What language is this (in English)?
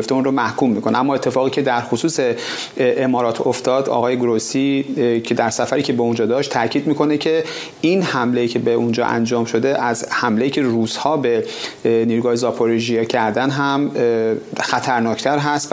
Persian